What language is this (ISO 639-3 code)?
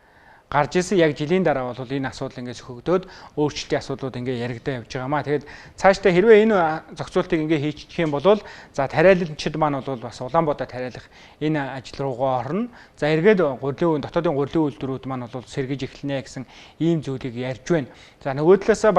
mon